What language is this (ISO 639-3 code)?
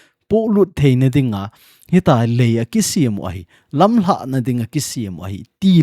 tcz